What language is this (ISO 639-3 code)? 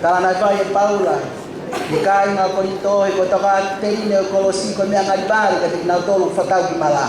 ton